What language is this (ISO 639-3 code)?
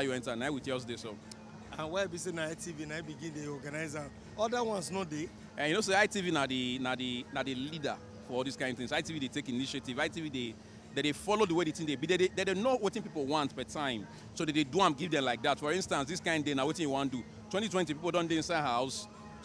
pcm